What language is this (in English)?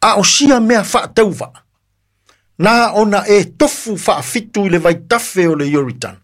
Samoan